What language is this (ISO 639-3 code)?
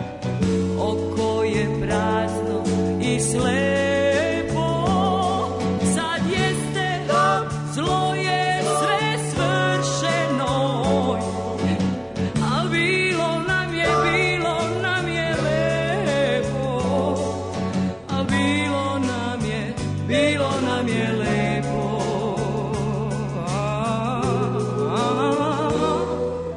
srp